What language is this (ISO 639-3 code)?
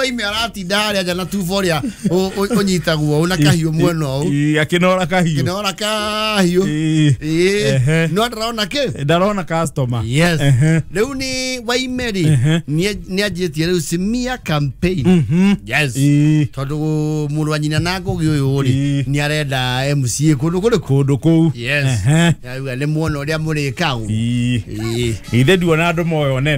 kik